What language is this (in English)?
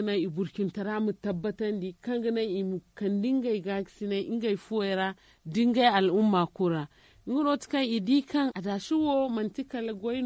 Zarma